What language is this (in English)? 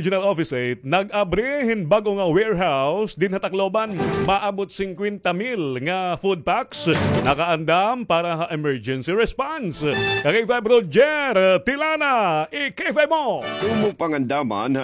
Waray